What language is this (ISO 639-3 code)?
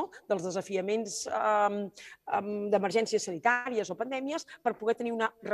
cat